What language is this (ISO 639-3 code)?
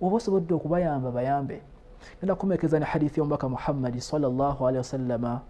lug